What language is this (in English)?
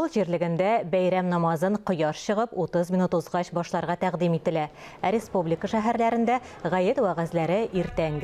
Tatar